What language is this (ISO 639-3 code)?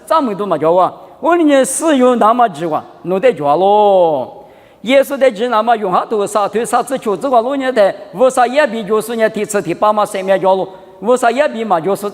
lis